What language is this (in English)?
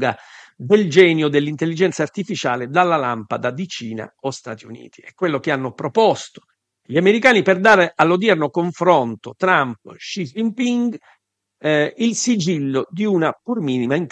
Italian